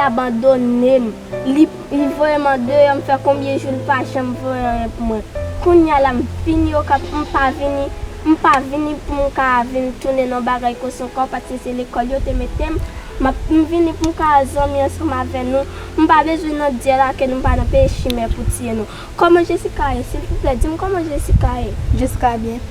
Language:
Haitian Creole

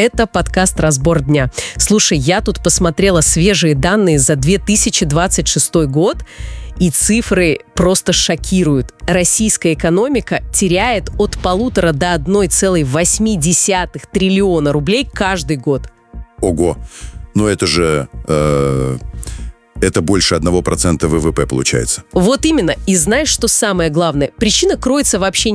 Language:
Russian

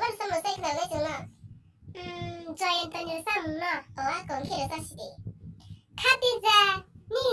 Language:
Kok Borok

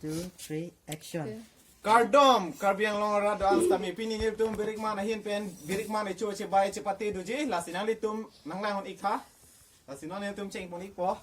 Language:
Karbi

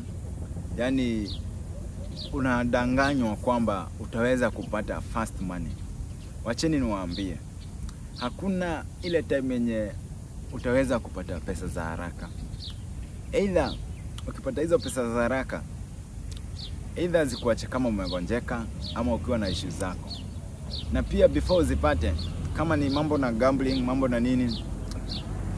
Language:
Swahili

